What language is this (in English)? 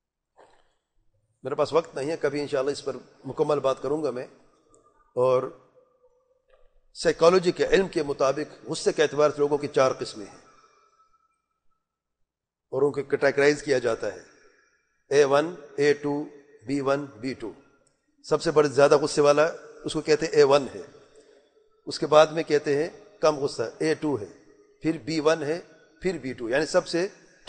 Urdu